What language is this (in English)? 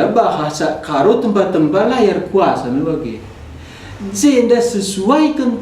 Batak Karo